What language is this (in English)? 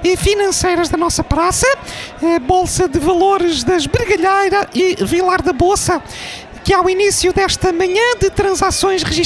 Portuguese